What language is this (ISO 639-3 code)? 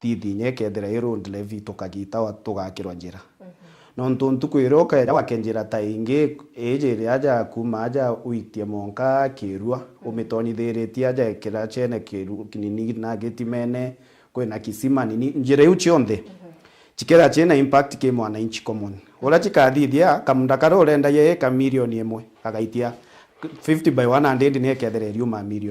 mer